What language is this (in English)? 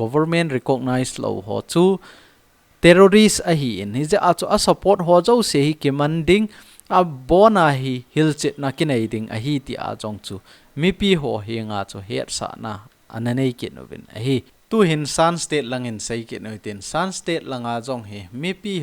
Thado Chin